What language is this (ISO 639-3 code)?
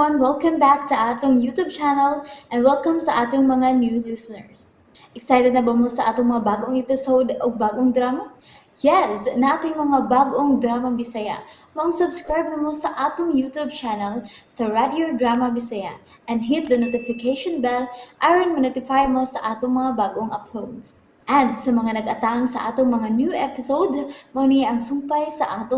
ceb